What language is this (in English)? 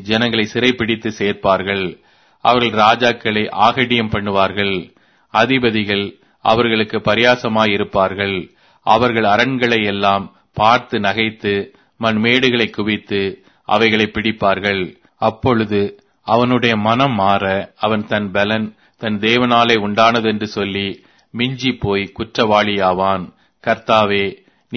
Tamil